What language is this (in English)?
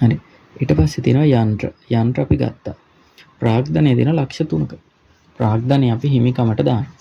Sinhala